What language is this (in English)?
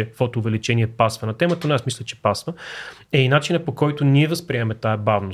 Bulgarian